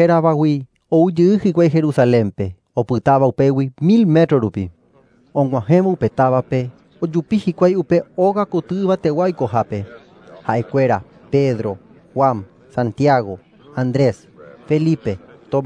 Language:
Guarani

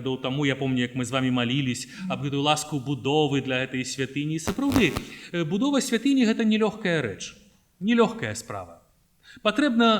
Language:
Belarusian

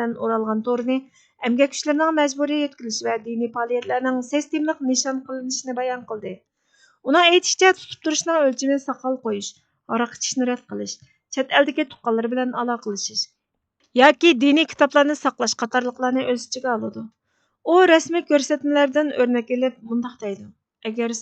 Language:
Uyghur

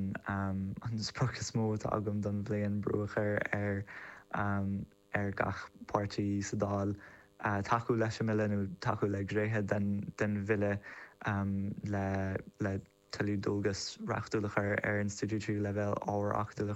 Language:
Irish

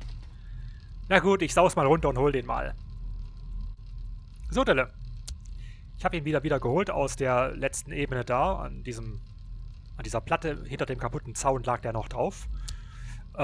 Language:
German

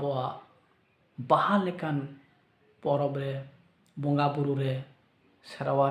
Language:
Santali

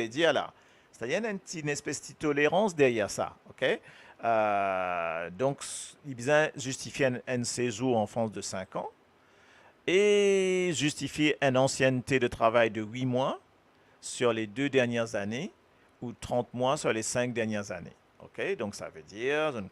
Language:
Morisyen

